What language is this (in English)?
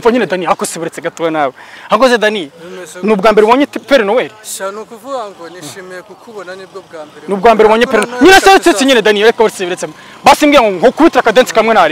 Kinyarwanda